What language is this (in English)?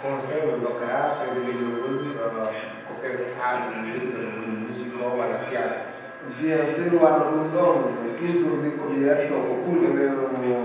Fula